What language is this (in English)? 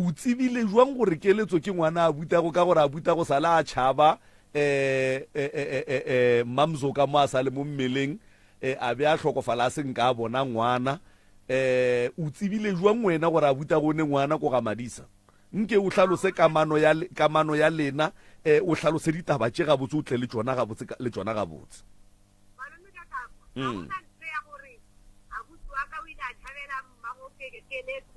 Northern Sotho